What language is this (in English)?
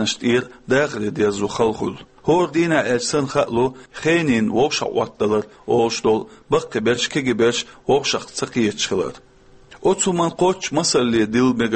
Chechen